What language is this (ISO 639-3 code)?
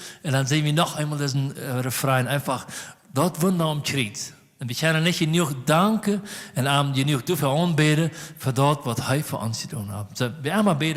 pdt